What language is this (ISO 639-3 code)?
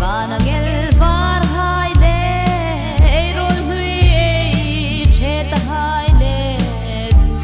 hmr